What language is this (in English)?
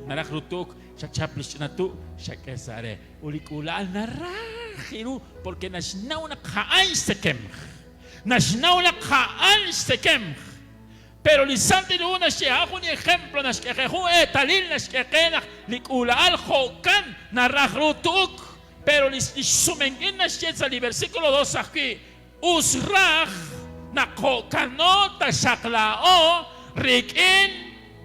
Kekchí